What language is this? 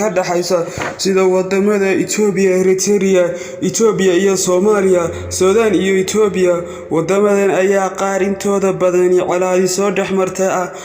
Somali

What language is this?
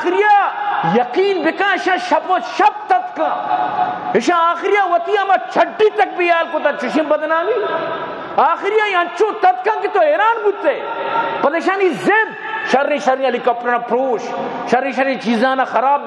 Baluchi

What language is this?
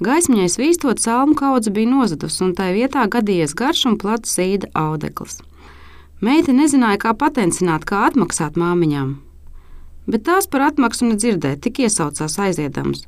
Latvian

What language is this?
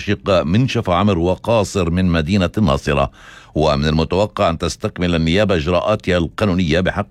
Arabic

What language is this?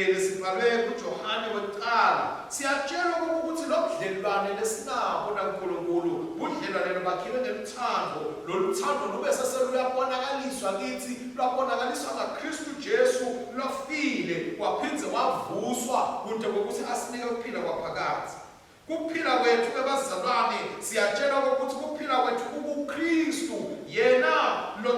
Swati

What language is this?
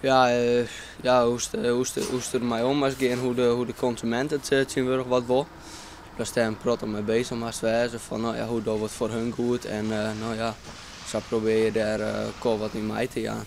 Western Frisian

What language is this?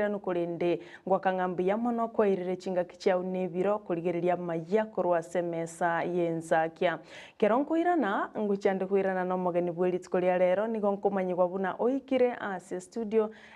Gusii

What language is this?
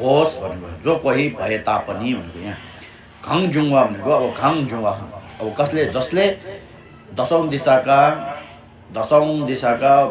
Nepali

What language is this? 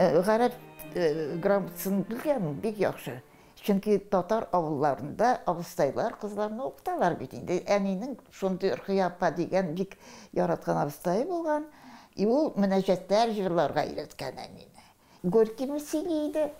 Tatar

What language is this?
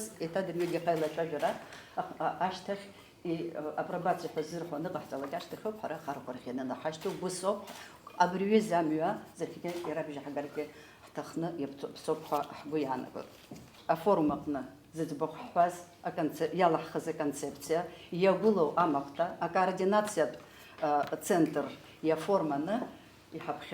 Abkhazian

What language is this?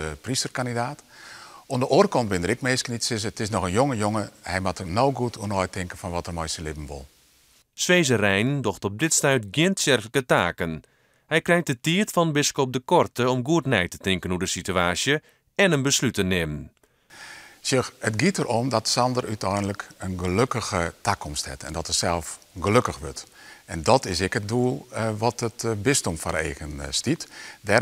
Western Frisian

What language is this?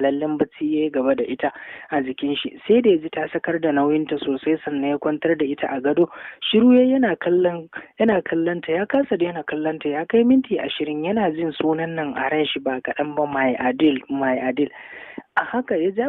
Hausa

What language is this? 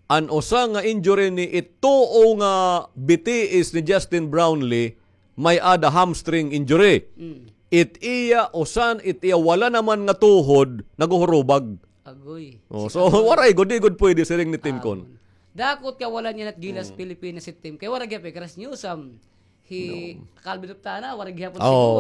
Waray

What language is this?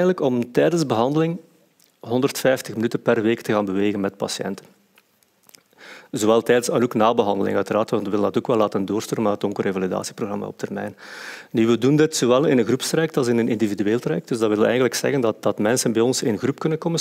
Dutch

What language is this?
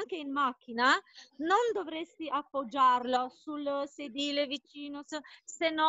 Italian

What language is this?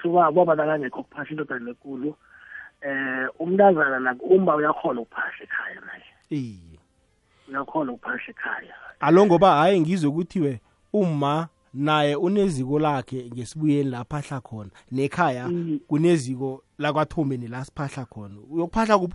South Ndebele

